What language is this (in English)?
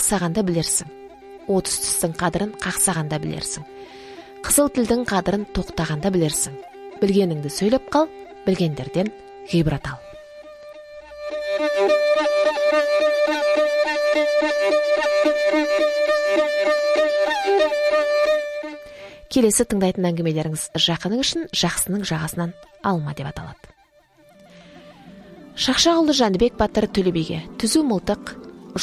Kazakh